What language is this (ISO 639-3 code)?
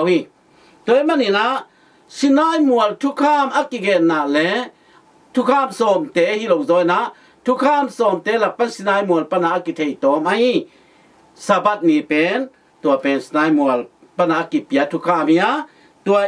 ctd